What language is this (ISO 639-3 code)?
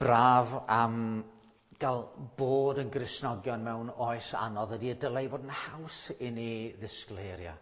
cym